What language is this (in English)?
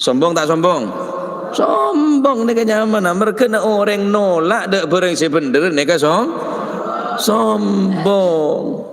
Madurese